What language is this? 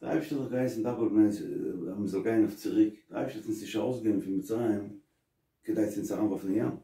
Yiddish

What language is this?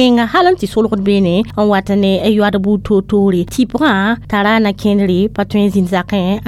Mossi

